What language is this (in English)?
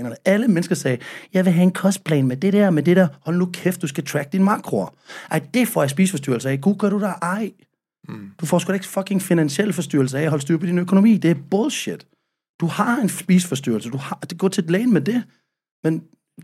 Danish